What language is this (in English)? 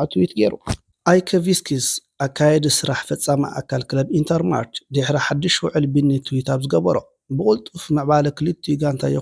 Tigrinya